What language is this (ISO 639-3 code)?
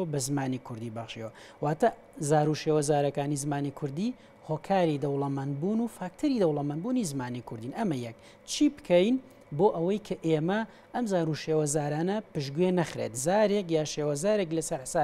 ckb